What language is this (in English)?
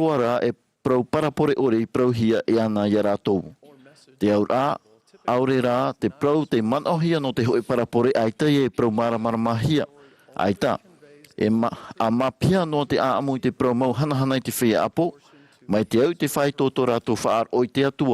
Tahitian